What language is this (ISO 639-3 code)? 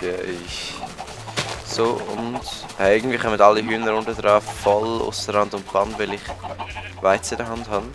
gsw